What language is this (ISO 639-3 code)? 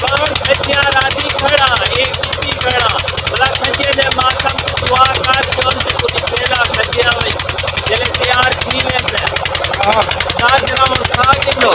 skr